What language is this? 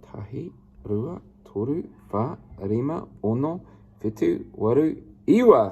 Māori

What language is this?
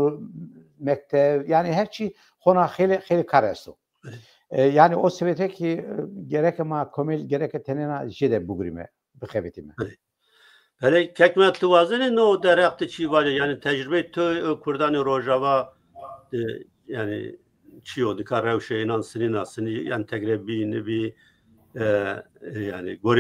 Zaza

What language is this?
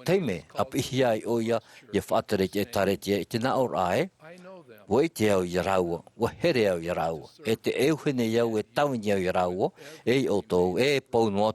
Tahitian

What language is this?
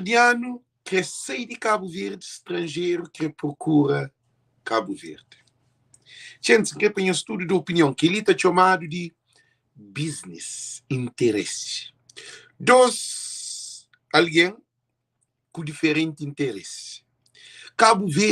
Kabuverdianu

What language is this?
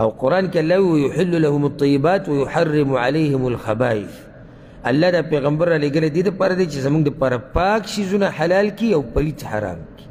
Pashto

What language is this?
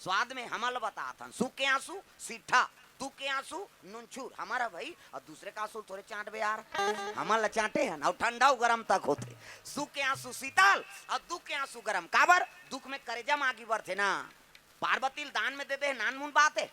Chhattisgarhi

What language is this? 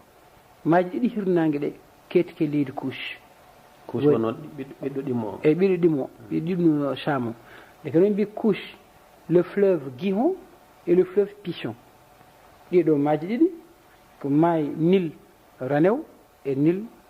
Fula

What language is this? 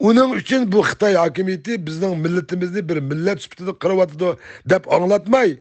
Uyghur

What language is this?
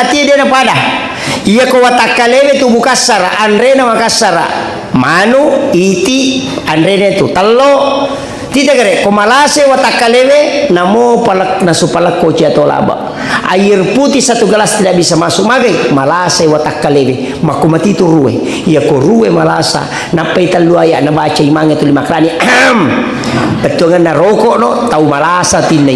Buginese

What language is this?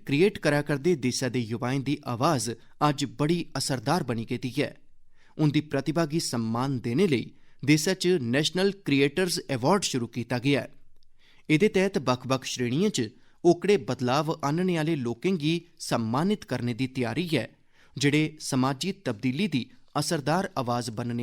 Dogri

